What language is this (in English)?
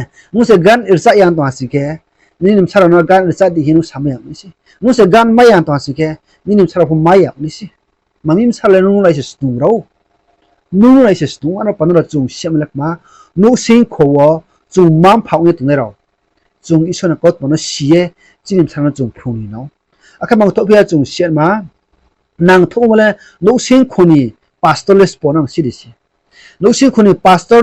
Riang (India)